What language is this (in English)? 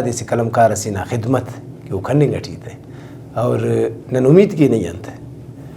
Brahui